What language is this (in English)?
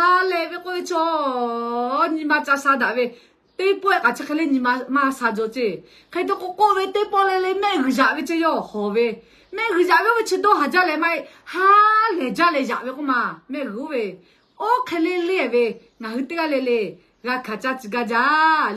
Lahu